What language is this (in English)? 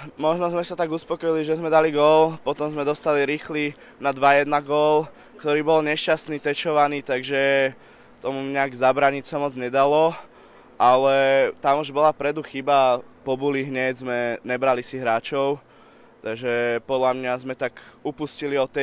Slovak